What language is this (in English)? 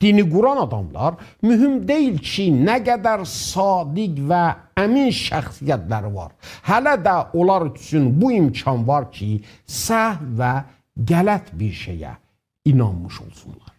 South Azerbaijani